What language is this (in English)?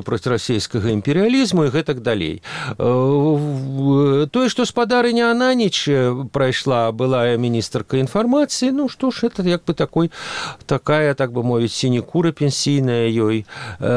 Belarusian